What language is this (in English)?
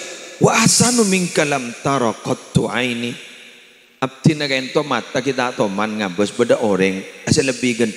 Madurese